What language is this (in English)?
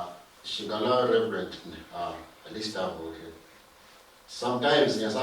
Luyia